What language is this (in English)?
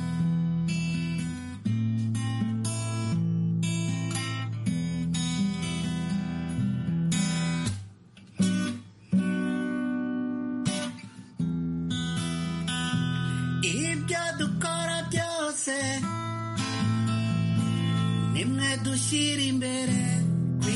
Kinyarwanda